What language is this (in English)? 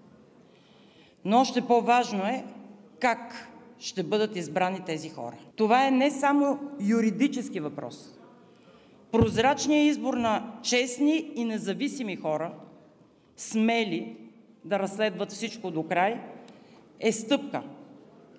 Bulgarian